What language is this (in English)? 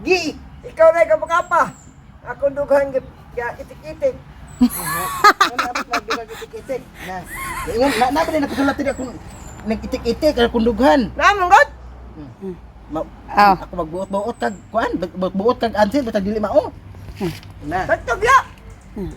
Cebuano